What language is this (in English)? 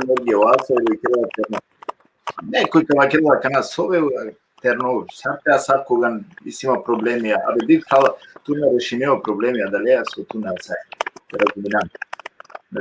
Balkan Romani